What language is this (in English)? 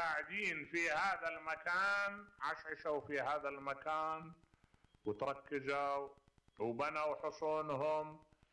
Mesopotamian Arabic